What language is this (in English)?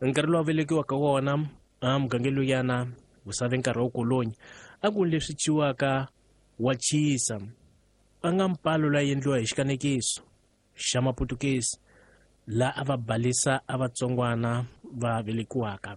Tsonga